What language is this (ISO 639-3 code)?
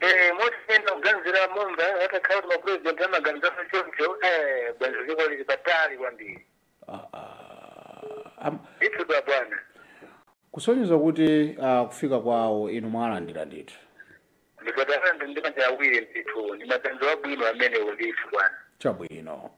nya